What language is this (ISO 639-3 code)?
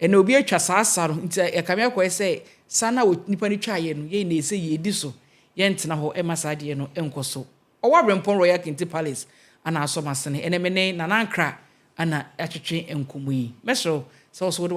aka